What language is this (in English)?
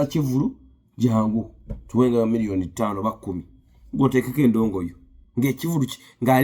Ganda